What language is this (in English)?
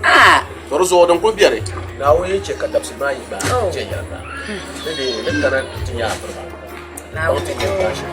Dagbani